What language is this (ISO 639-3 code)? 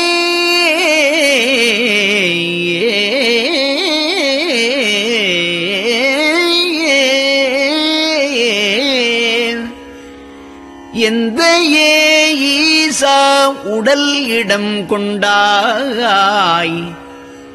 tam